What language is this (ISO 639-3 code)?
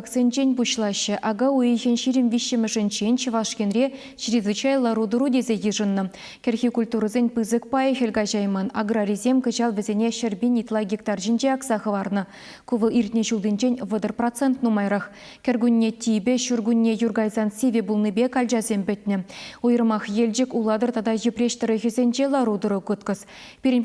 chv